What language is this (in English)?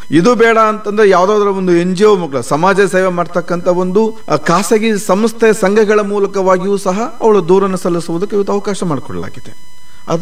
Kannada